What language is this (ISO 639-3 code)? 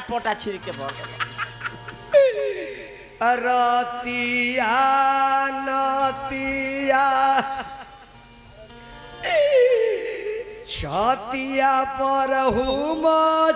bho